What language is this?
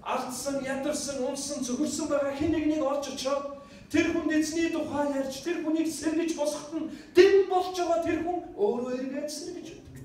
Mongolian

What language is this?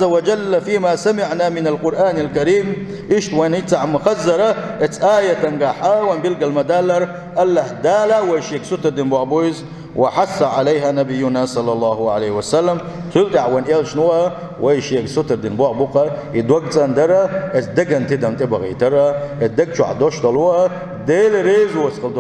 Chechen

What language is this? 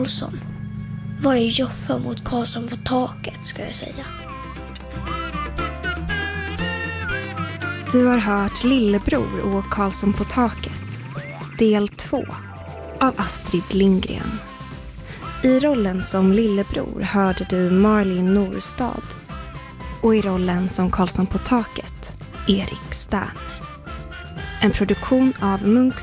Swedish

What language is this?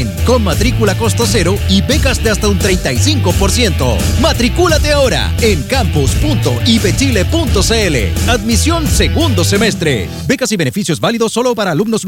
Spanish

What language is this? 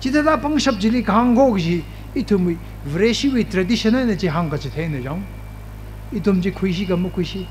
Tangkhul Naga (India)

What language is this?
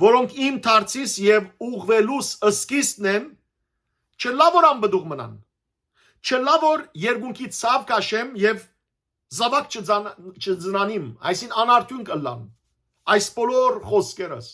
Western Armenian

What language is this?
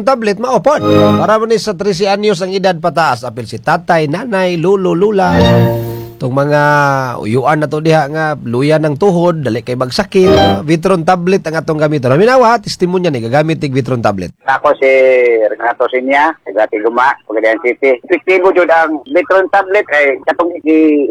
Cebuano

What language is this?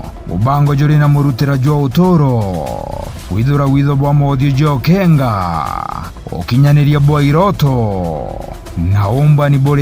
Meru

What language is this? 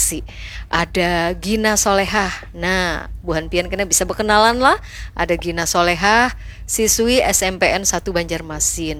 Banjar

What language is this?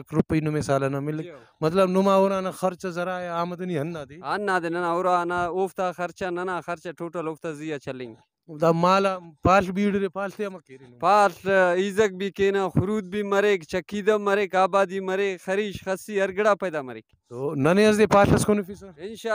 Brahui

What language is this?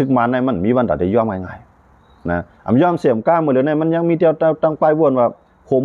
Shan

